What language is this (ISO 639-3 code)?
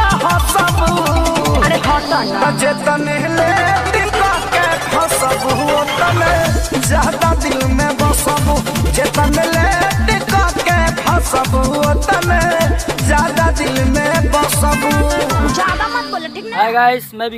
bho